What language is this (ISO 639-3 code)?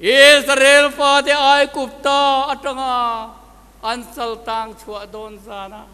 lus